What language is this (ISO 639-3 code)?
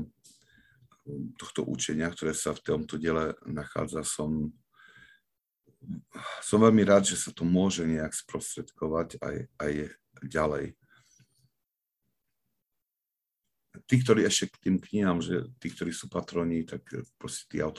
slk